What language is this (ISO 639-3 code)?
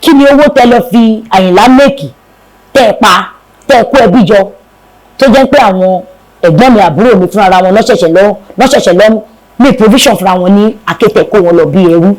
yor